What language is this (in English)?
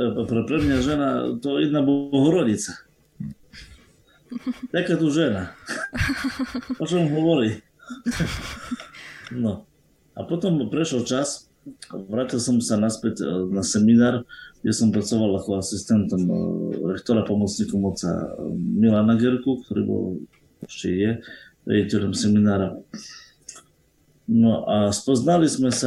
Slovak